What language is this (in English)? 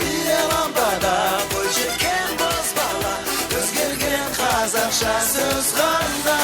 Kara-Kalpak